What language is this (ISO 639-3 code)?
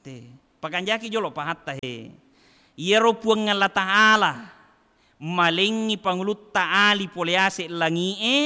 bug